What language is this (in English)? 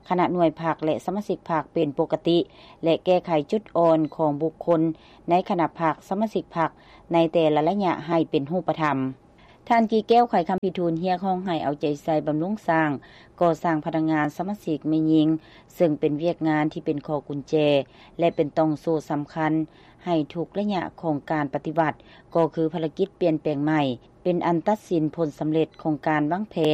Lao